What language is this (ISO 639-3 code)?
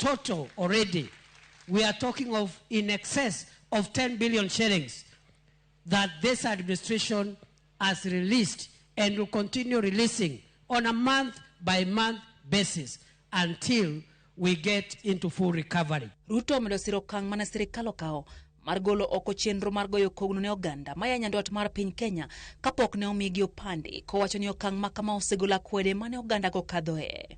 luo